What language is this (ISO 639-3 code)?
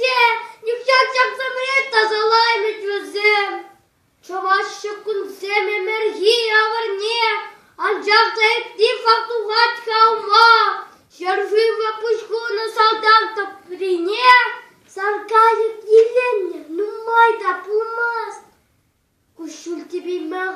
chv